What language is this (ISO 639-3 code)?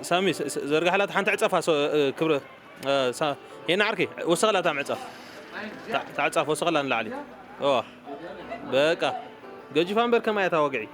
tir